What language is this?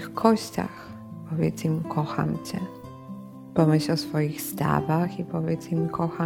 Polish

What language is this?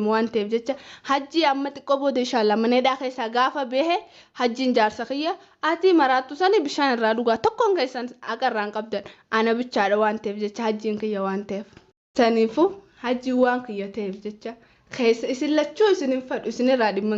Oromo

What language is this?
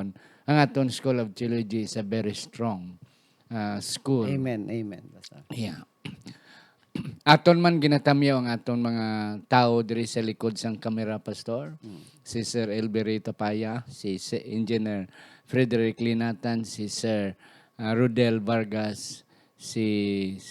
Hiligaynon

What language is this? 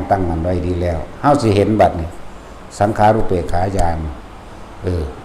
Northeastern Thai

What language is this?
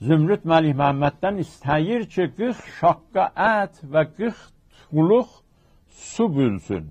South Azerbaijani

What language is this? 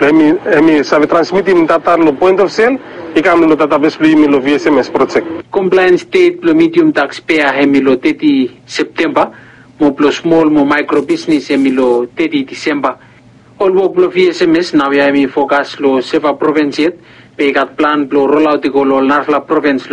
Bislama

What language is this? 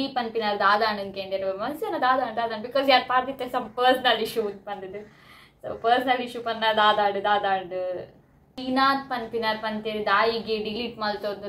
Tulu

